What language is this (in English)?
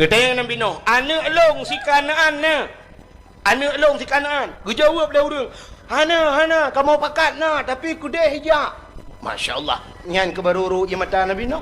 Achinese